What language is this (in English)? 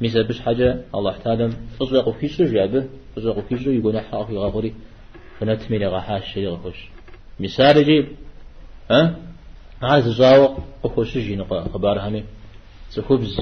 Kabardian